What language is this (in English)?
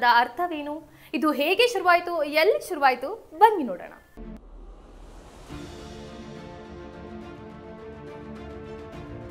Kannada